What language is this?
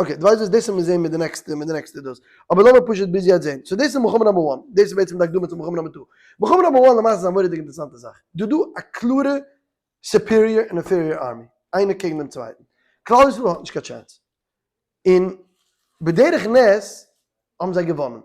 Yiddish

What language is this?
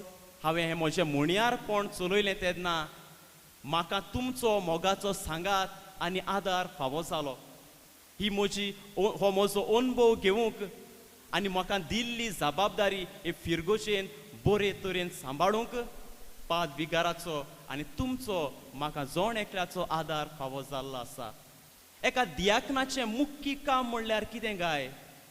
Konkani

